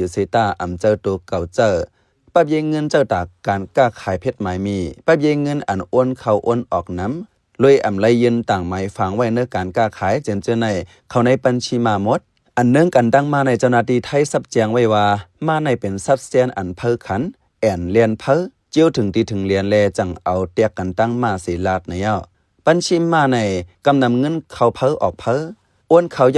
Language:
Shan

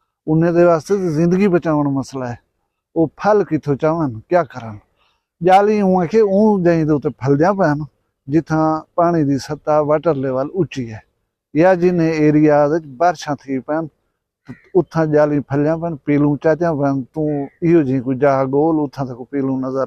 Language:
Saraiki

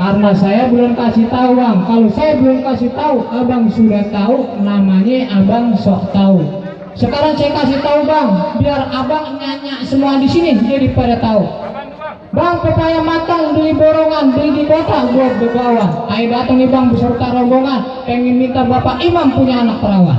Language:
Betawi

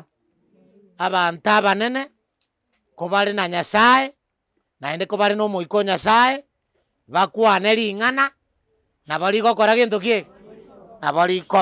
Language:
Gusii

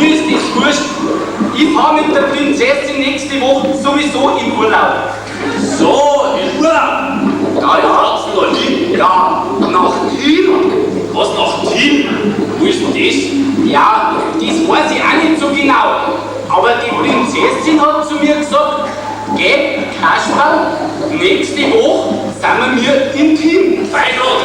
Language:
Bavarian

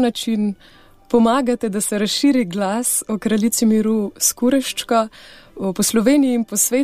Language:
Slovenian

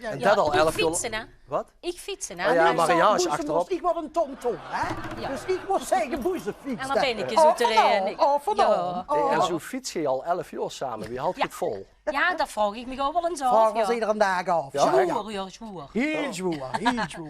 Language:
Limburgish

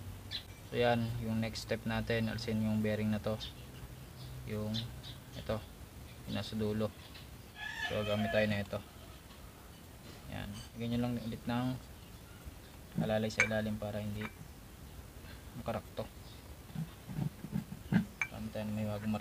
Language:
Filipino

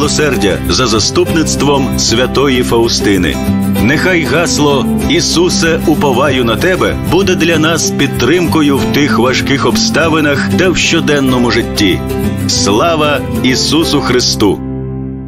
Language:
Ukrainian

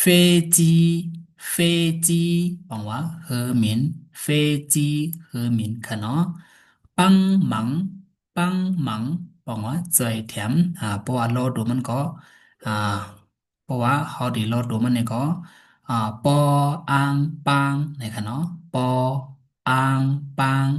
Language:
Shan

